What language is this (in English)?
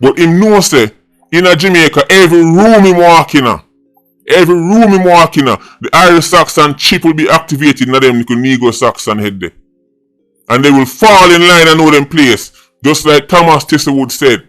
Jamaican Creole English